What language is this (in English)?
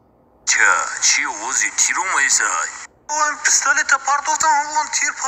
Tajik